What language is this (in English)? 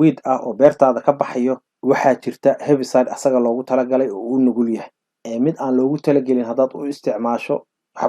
Somali